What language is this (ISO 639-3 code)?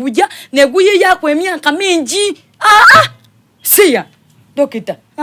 xog